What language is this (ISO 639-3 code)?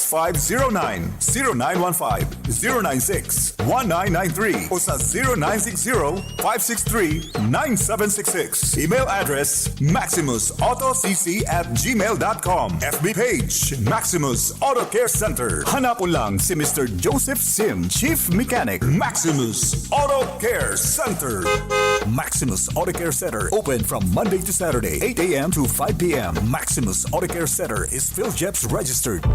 bik